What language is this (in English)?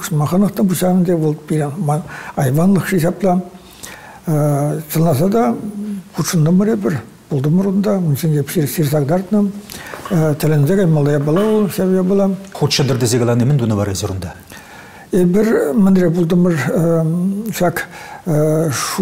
Chuvash